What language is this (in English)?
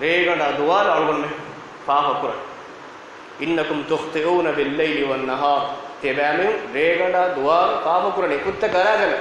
Divehi